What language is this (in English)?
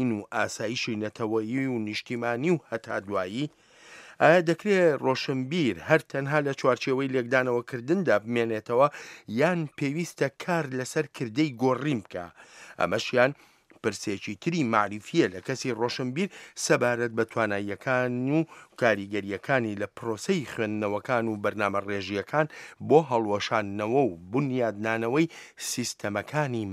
Central Kurdish